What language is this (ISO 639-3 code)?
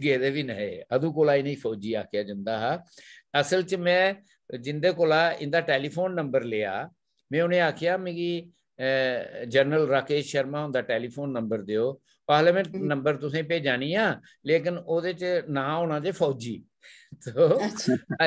doi